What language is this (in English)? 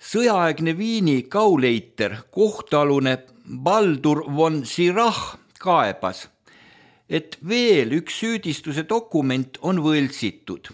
Estonian